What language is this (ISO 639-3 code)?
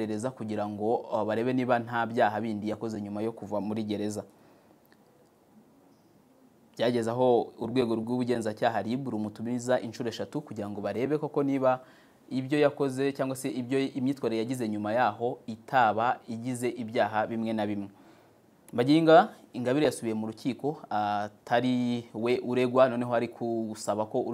kin